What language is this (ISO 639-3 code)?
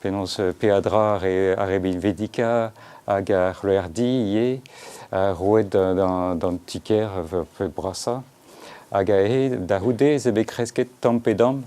bre